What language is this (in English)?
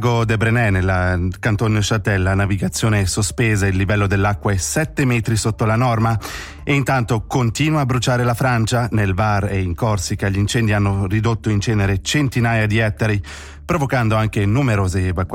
Italian